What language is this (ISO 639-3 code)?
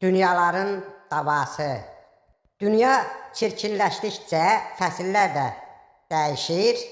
aze